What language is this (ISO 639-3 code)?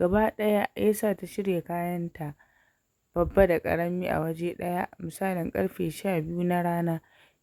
hau